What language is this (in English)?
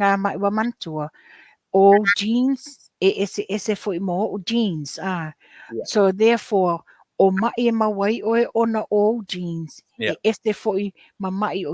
Samoan